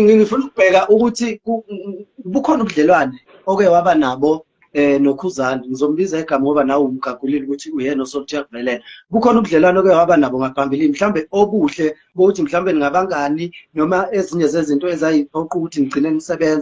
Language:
Zulu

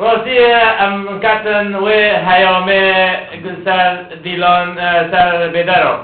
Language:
Kurdish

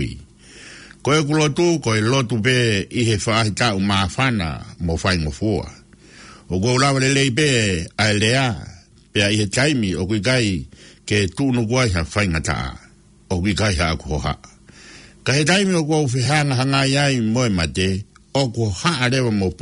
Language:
Tongan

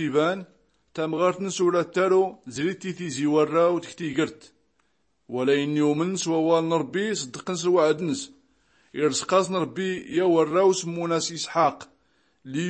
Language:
Tachelhit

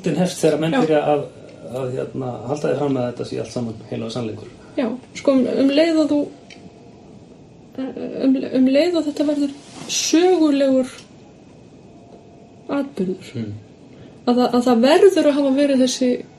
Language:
Icelandic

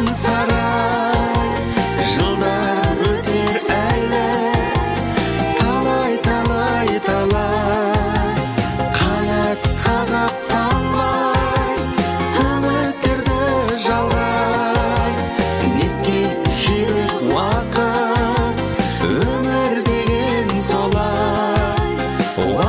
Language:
Kazakh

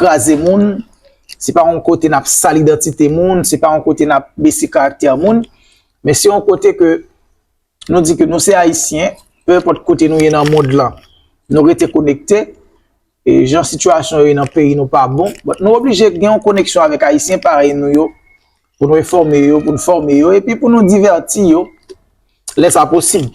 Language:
Haitian Creole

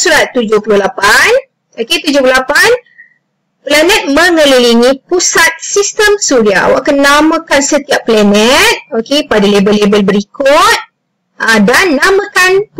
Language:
Malay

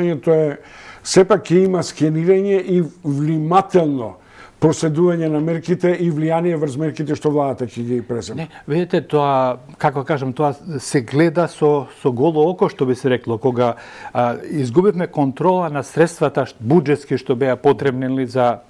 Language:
Macedonian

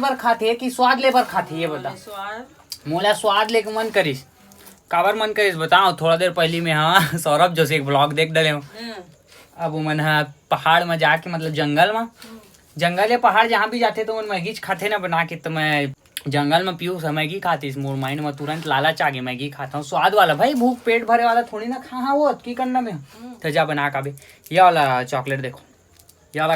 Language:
Chhattisgarhi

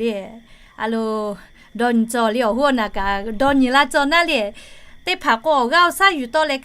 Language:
Lahu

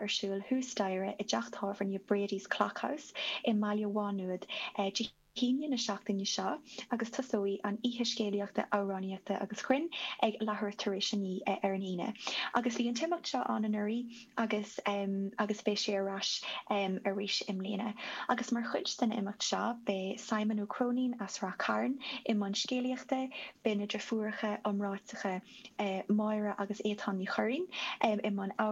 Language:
Irish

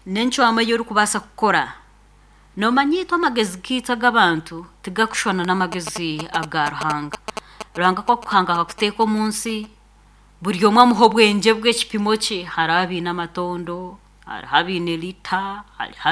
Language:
Nyankole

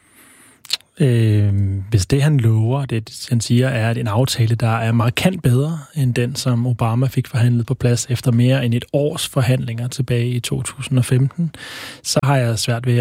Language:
Danish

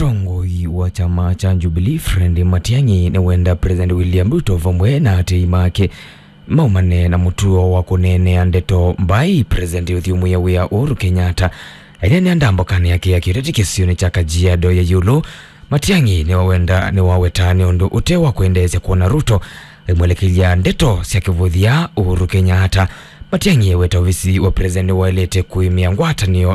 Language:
Kamba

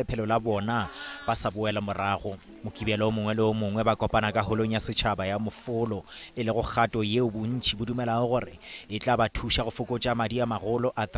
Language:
Northern Sotho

